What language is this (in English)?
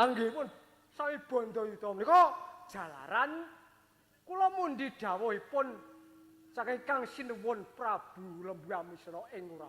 Javanese